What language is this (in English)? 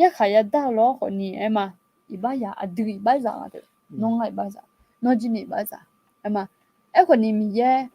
Akha